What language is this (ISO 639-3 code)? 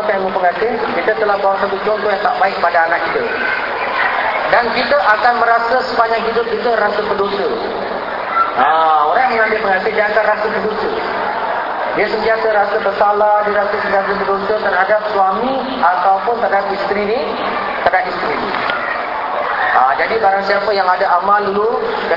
msa